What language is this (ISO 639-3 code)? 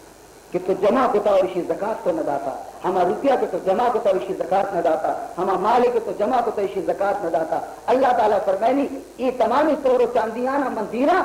bal